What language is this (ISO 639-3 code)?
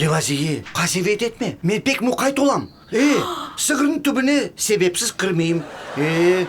crh